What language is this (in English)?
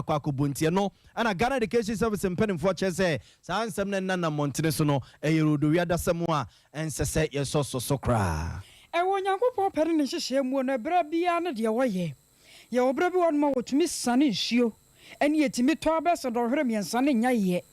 Akan